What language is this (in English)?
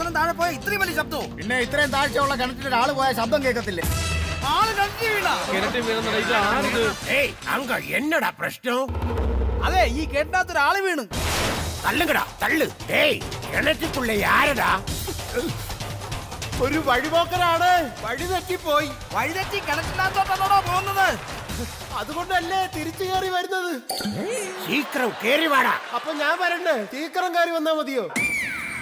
Malayalam